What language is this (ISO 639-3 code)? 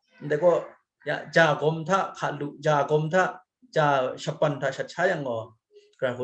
kac